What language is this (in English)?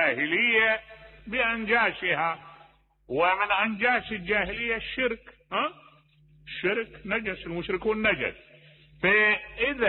Mesopotamian Arabic